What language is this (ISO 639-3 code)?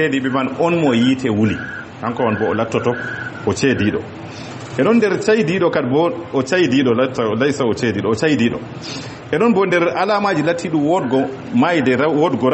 ful